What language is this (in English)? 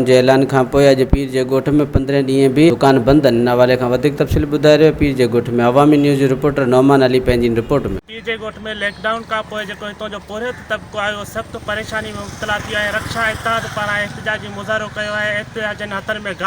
Sindhi